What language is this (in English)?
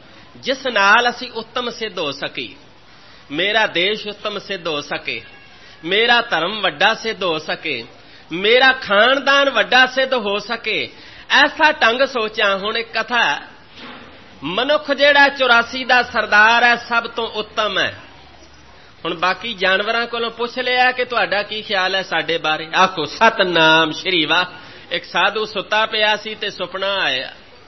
Punjabi